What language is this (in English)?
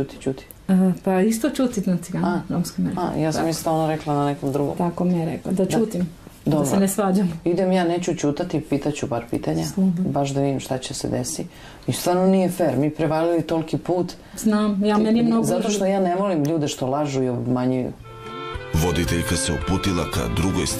Serbian